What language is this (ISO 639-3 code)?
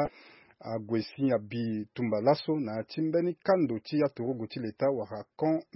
sag